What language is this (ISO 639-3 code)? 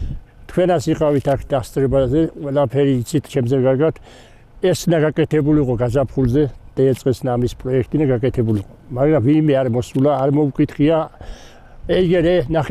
kat